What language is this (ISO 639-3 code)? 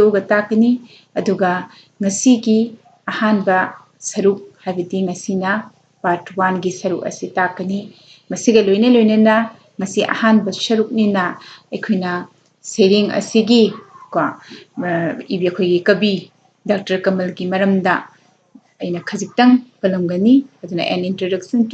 mni